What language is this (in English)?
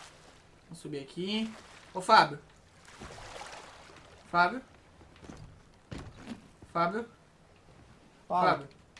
Portuguese